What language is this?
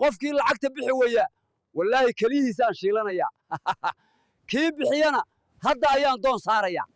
Somali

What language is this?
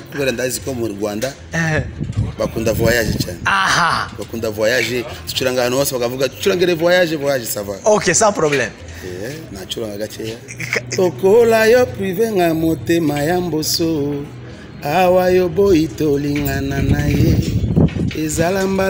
Kinyarwanda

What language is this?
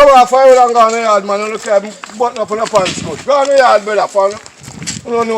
Jamaican Creole English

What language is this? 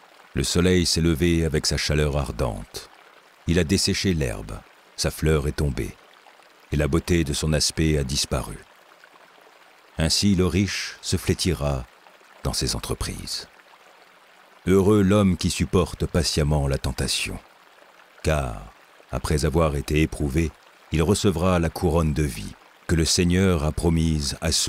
French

